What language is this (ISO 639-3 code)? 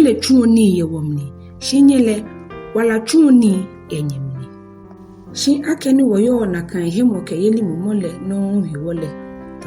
gaa